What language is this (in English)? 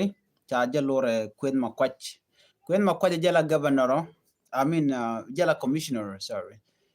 Nuer